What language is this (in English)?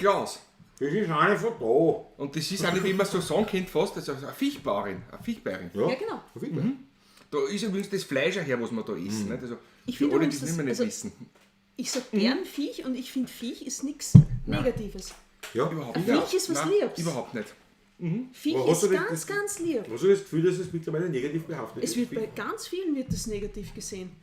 Bavarian